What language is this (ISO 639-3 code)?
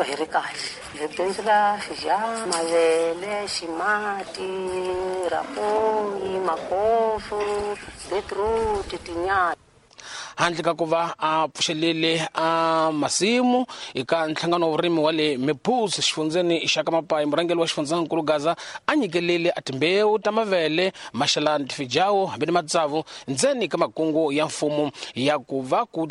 tso